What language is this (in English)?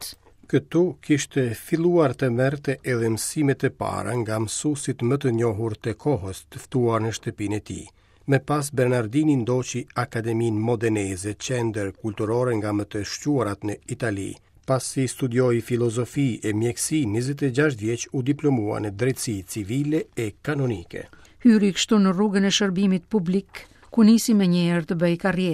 Albanian